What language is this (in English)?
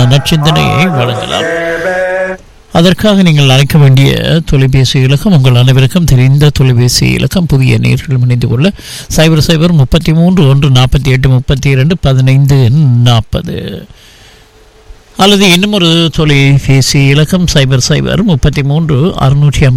Tamil